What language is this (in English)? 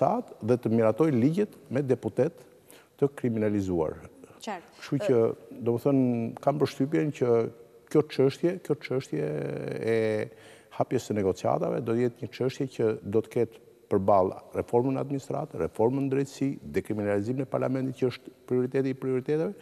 Albanian